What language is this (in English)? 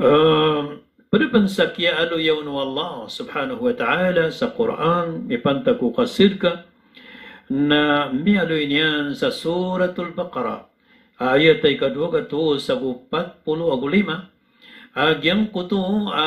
Maranao